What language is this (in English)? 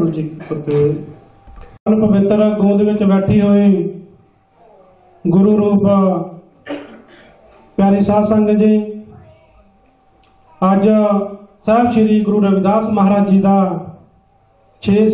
Punjabi